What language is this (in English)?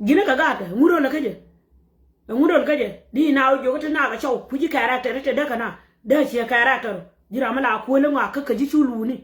Nuer